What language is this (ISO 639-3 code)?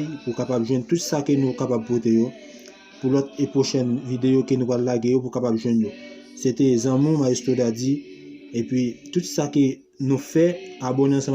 hat